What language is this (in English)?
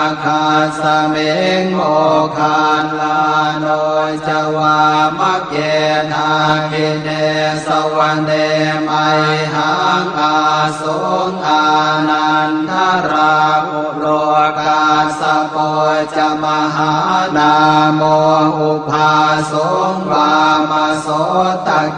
Pali